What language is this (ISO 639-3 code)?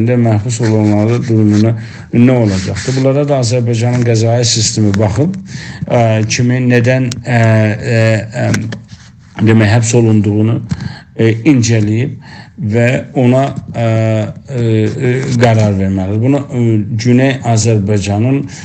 azb